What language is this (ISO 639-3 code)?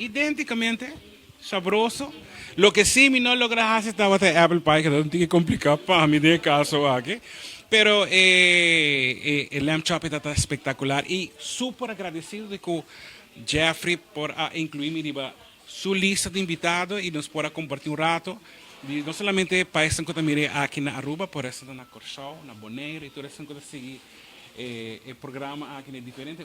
pap